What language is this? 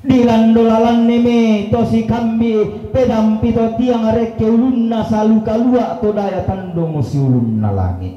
Toraja-Sa'dan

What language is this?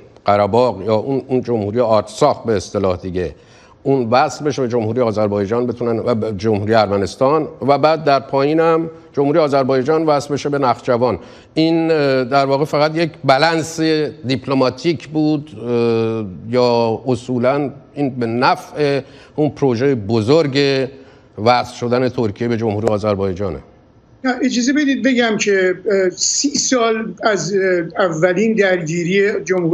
Persian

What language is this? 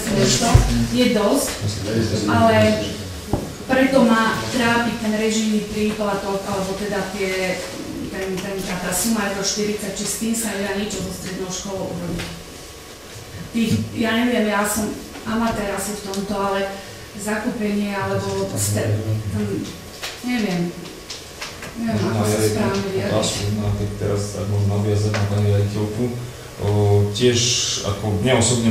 Slovak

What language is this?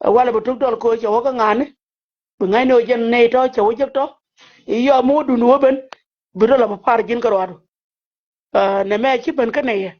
Nuer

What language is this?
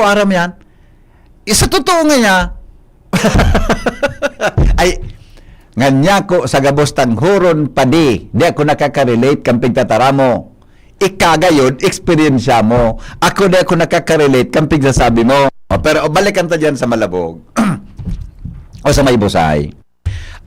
Bikol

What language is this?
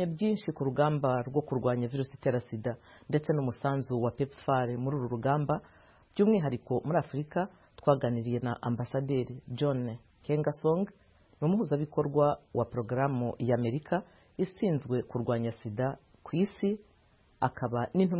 Kinyarwanda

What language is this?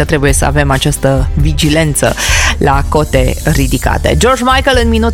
Romanian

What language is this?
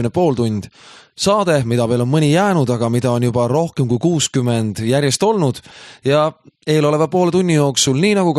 Estonian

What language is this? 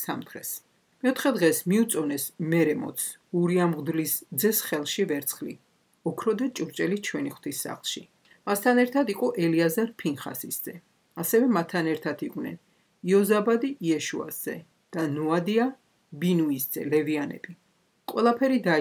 Georgian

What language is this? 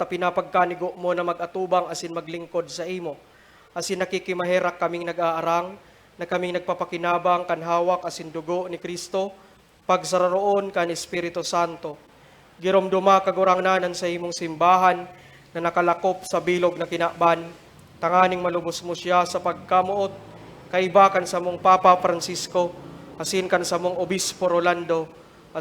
Bikol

